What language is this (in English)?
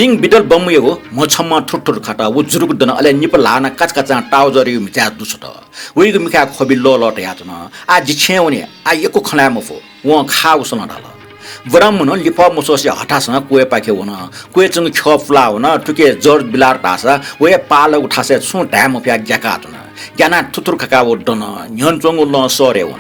Newari